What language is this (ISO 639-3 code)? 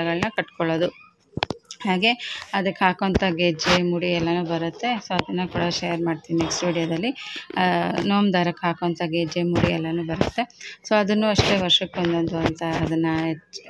kan